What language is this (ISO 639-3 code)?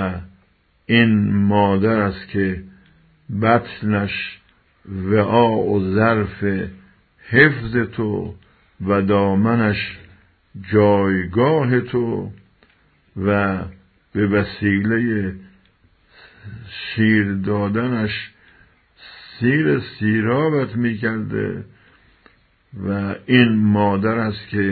fas